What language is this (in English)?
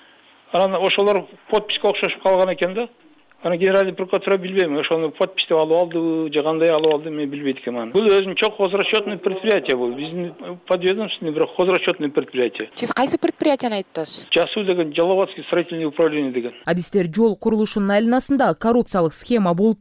Kyrgyz